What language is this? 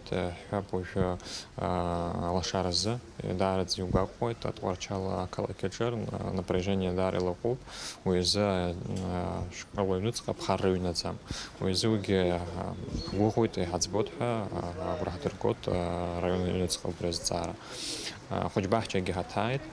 Abkhazian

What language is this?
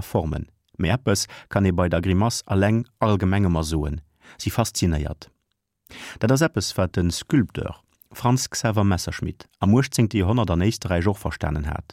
Luxembourgish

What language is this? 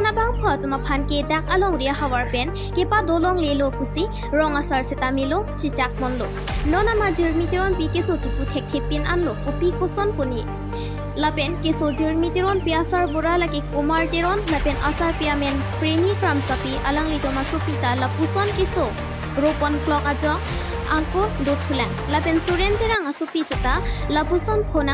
Karbi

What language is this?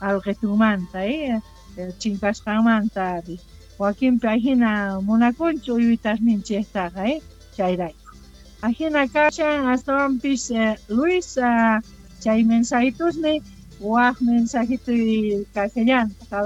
South Bolivian Quechua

